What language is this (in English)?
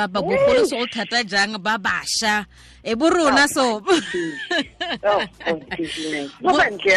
Tswana